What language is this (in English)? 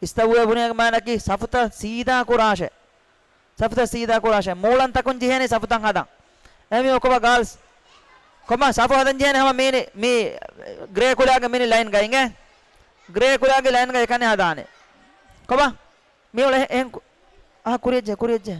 Divehi